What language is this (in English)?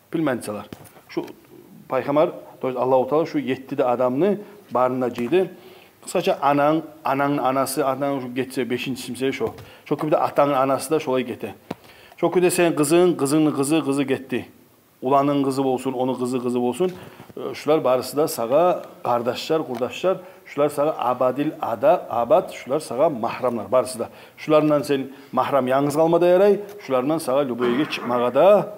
Kumyk